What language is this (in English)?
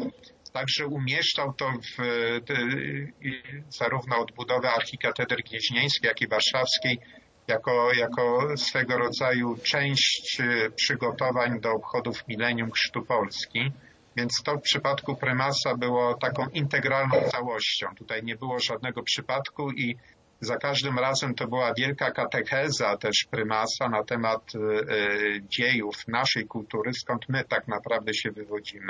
Polish